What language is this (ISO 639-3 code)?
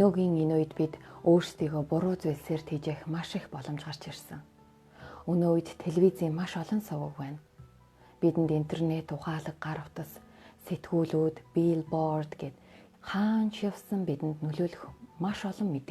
mon